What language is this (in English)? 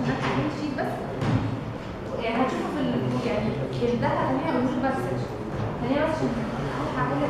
Egyptian Arabic